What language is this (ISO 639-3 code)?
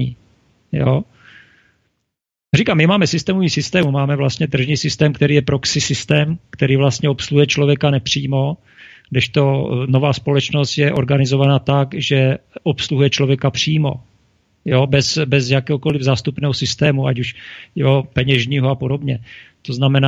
ces